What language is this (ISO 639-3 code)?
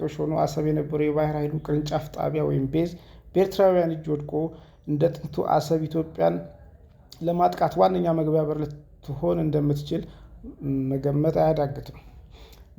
amh